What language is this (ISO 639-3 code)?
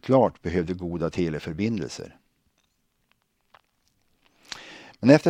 swe